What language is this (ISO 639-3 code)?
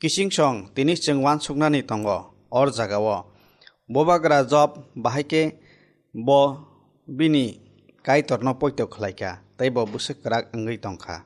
trp